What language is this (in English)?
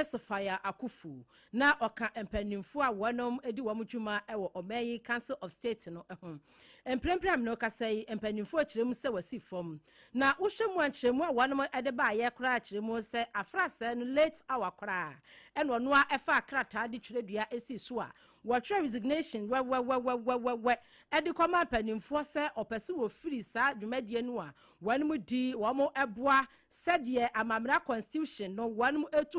Akan